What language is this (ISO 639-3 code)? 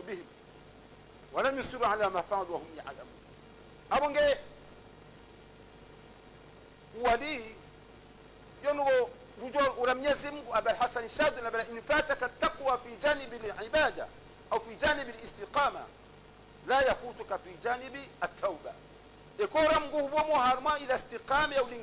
swa